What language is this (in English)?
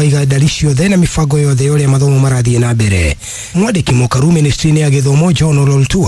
Kikuyu